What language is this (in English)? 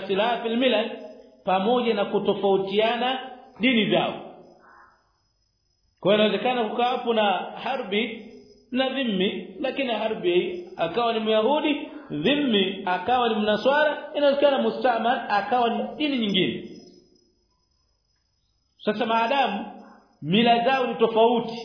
Swahili